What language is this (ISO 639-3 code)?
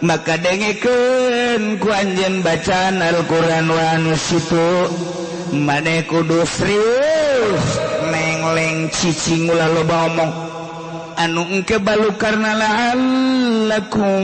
sun